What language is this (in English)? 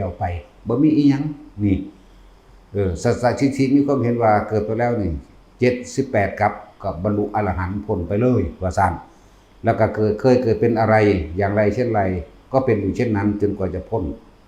Northeastern Thai